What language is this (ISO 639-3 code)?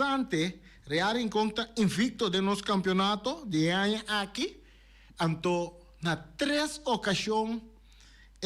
pap